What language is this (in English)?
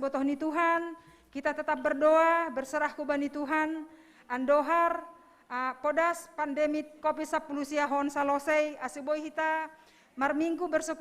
Batak Simalungun